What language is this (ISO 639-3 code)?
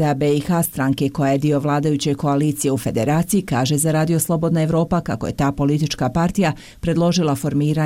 bos